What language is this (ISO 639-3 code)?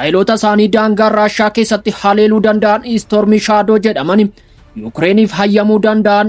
orm